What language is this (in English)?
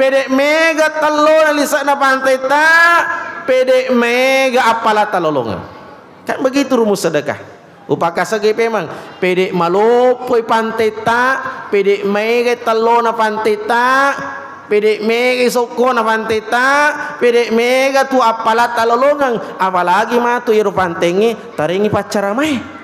Buginese